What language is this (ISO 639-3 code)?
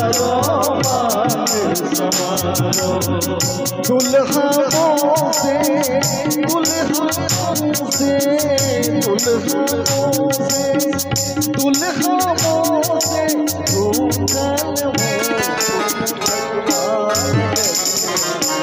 bho